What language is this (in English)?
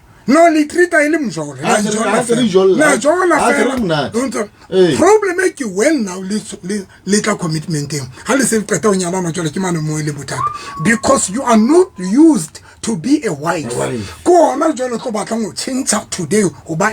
Southern Sotho